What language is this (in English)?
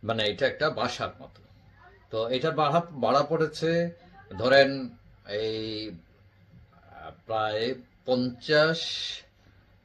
Bangla